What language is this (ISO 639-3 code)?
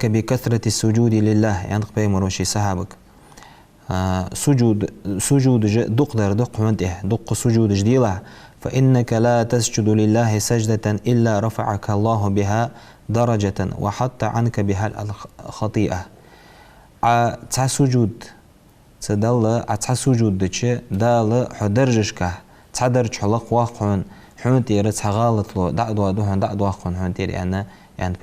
inh